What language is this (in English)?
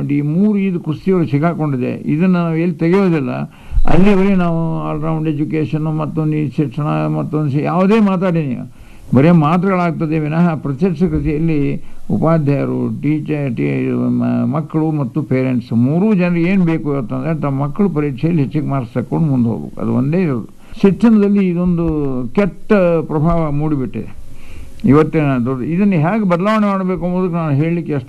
Kannada